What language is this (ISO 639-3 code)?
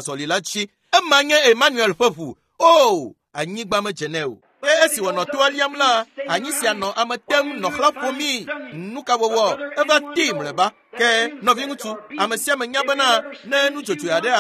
ewe